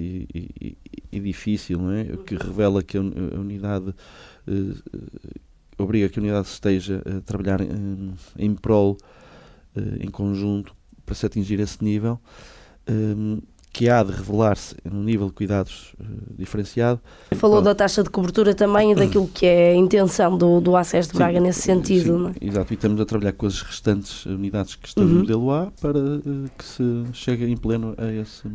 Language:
Portuguese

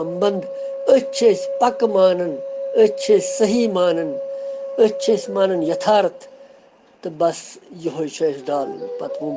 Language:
Kashmiri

